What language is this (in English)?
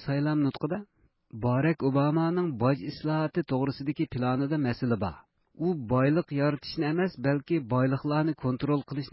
Uyghur